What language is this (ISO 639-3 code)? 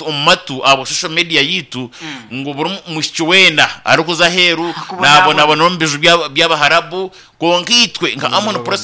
nyn